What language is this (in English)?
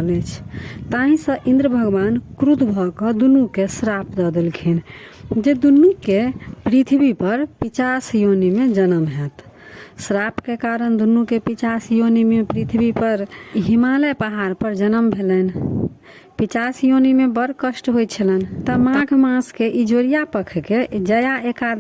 Maithili